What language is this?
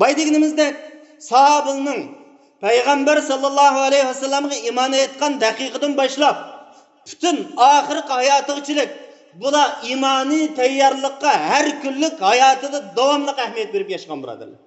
Uyghur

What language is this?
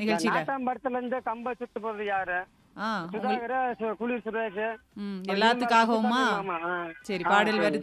Tamil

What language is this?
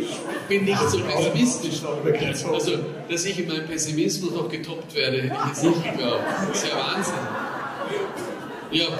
German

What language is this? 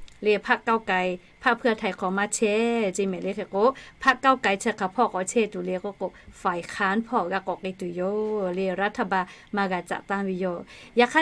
Lahu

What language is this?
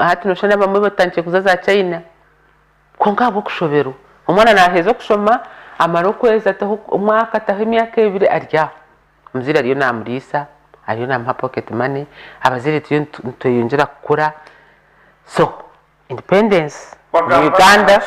Nyankole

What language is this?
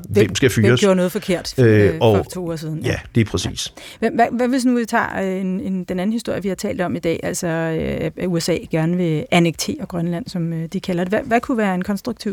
Danish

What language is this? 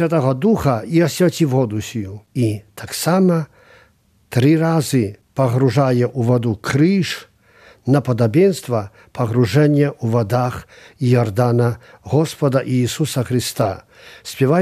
Belarusian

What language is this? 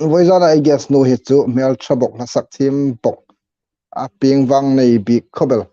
Hmar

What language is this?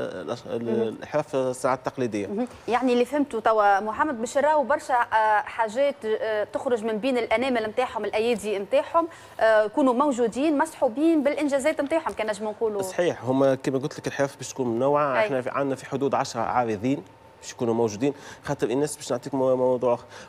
Tunisian Arabic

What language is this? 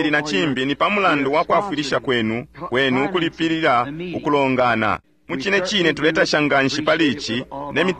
Bemba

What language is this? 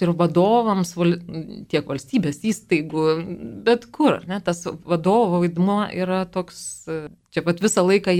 Lithuanian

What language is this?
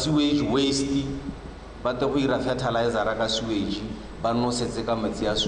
Tswana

